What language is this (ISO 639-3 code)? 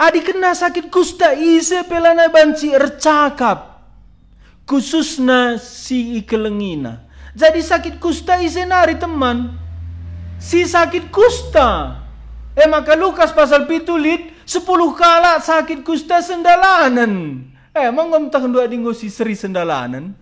btx